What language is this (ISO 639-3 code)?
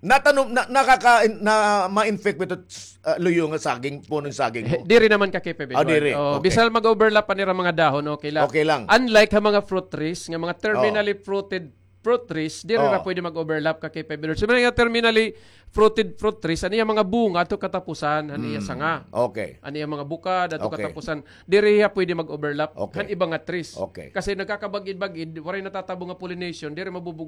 war